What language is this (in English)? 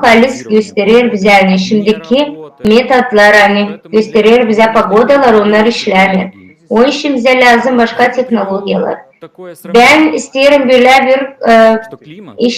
Gagauz